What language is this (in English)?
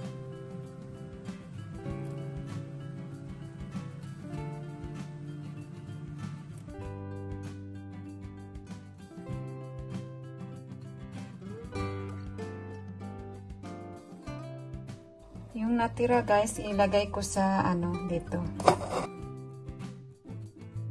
Filipino